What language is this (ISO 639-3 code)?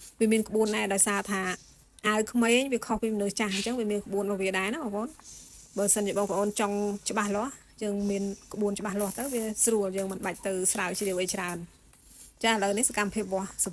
khm